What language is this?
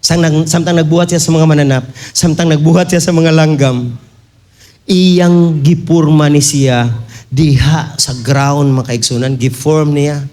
Cebuano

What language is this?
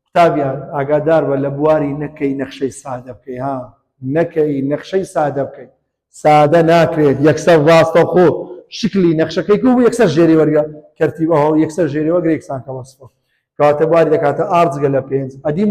Central Kurdish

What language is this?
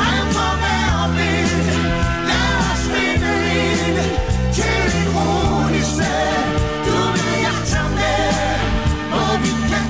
Danish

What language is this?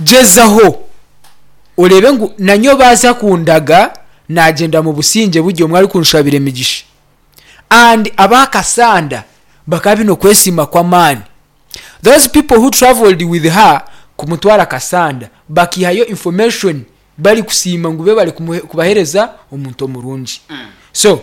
Nyankole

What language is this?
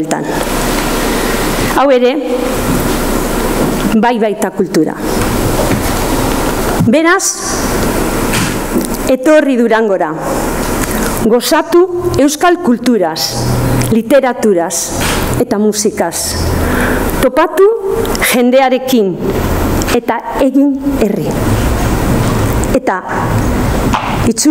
Basque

